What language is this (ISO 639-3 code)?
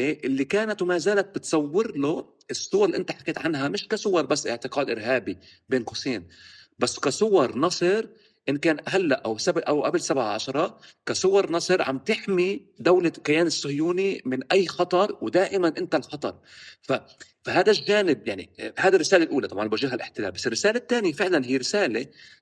apc